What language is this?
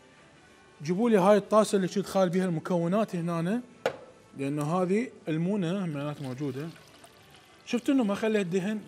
Mesopotamian Arabic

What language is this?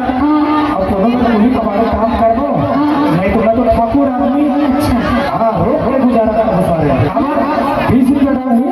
Chhattisgarhi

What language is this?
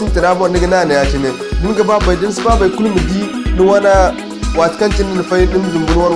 Zarma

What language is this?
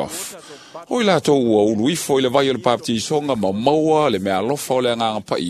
Samoan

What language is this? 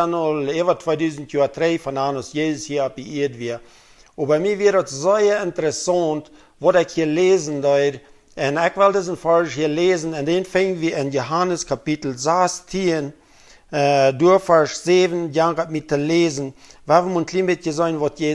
Plautdietsch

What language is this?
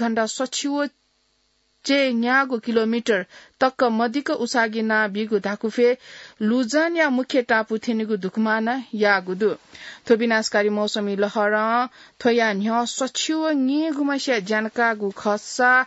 Newari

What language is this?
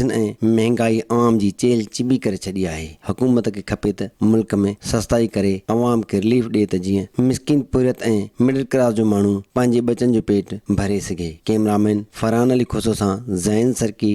Sindhi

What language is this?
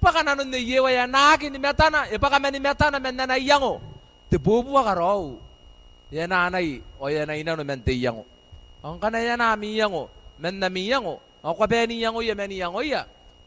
Gilbertese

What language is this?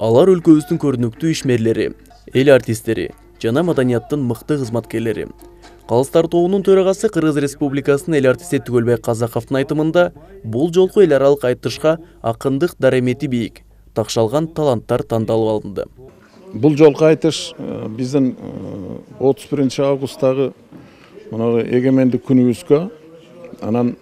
Kyrgyz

